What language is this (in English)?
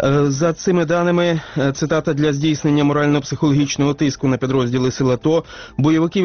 Ukrainian